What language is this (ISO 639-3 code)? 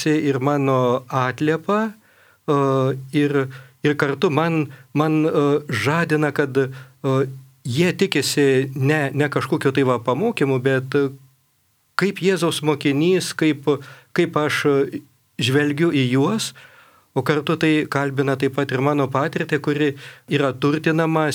lit